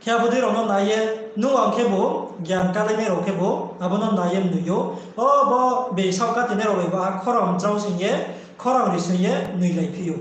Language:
Riang (India)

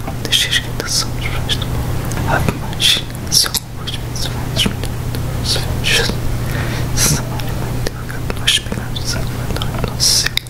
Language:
Portuguese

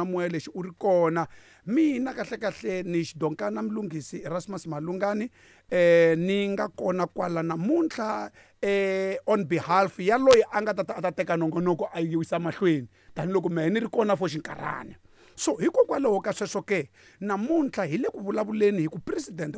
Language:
Tsonga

